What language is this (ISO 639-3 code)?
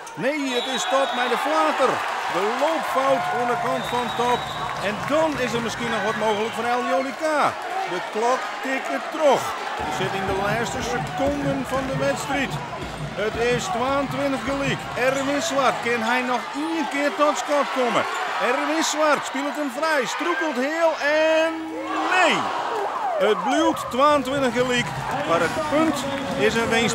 fry